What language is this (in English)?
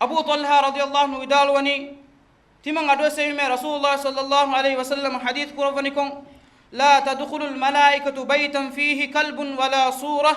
Divehi